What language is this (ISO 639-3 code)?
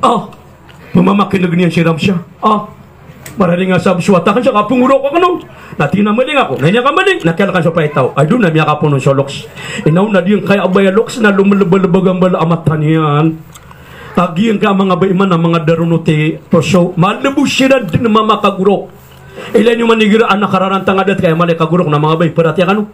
mrw